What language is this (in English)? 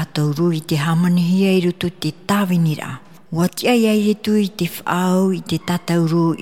Tahitian